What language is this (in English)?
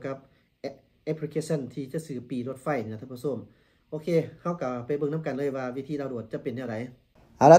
Lao